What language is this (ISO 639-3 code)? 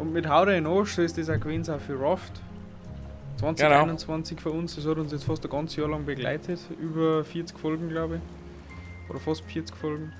bar